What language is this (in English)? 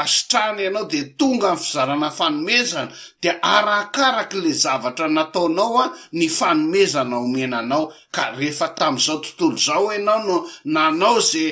Malagasy